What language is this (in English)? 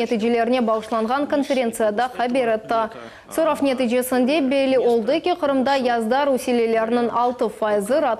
Crimean Tatar